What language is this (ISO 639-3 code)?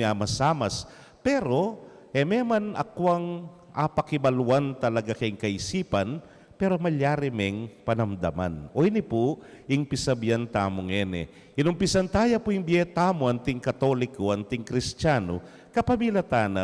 pam